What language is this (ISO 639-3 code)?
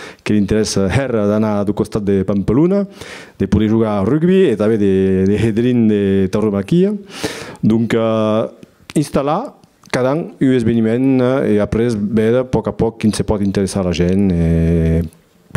oci